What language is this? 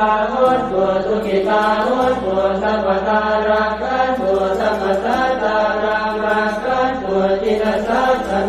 Pali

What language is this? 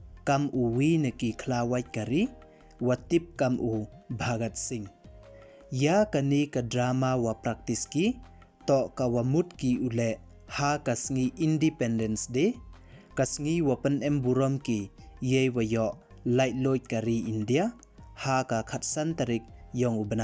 Pnar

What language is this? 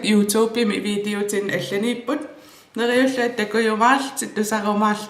Kalaallisut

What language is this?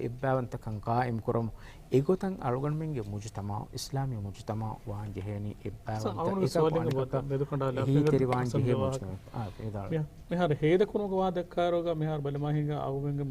Divehi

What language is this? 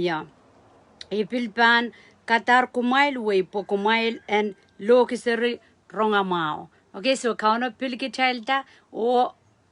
Pohnpeian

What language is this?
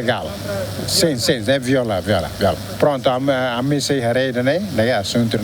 Tetum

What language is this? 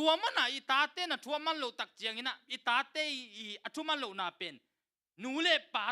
Tedim Chin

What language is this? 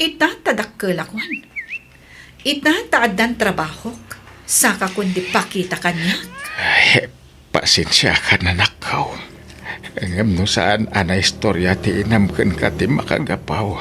Iloko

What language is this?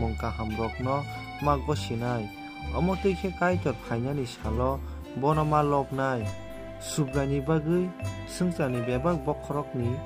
Kok Borok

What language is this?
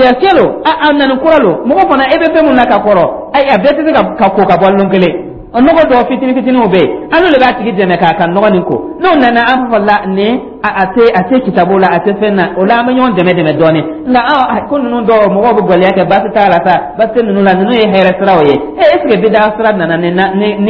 Dyula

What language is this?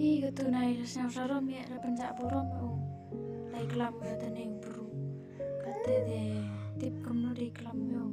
Khasi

